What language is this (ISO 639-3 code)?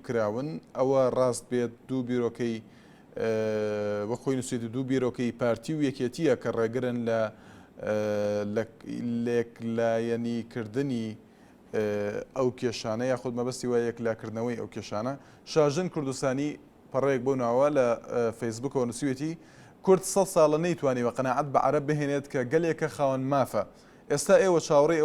ckb